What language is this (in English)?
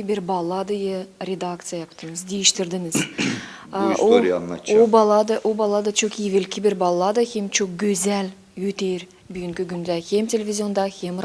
Gagauz